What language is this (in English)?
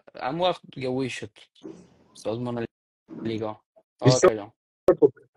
Persian